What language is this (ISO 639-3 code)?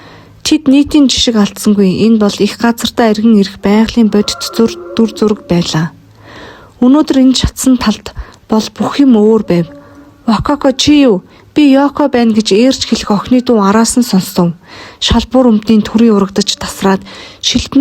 mon